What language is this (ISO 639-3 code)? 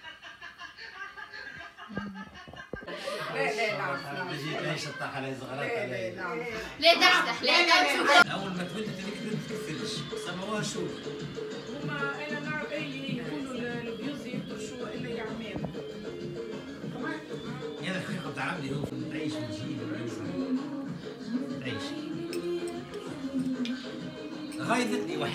aeb